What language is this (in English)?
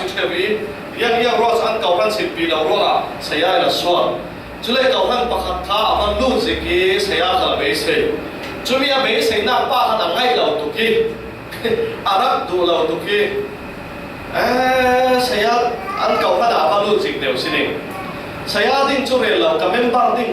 Falam Chin